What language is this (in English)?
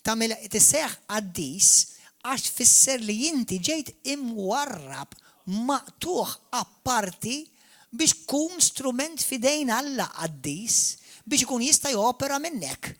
Maltese